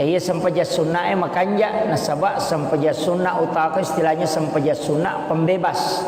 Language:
Buginese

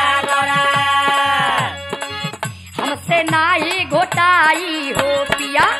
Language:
Bhojpuri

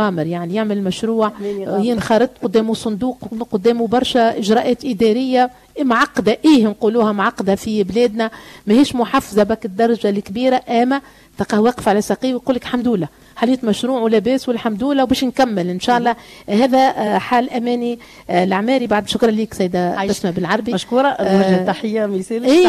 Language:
Tunisian Arabic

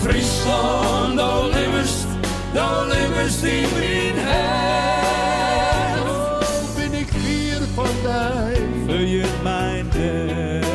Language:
Western Frisian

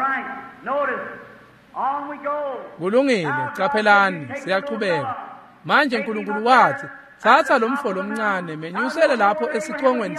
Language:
Swati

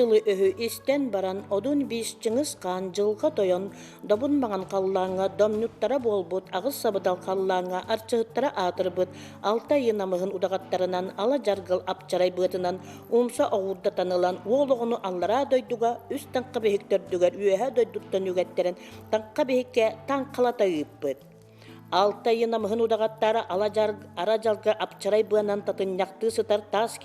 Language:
Yakut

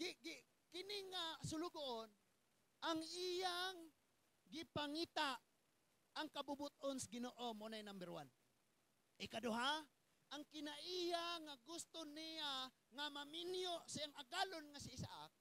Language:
Cebuano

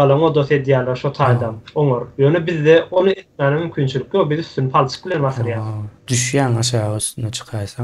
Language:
Turkmen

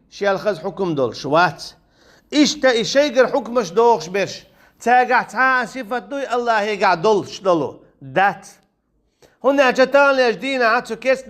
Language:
Chechen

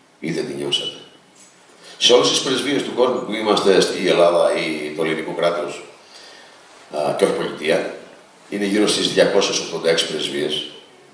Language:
Greek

